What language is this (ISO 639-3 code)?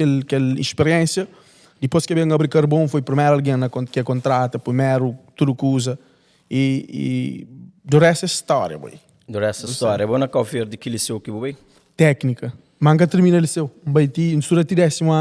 kea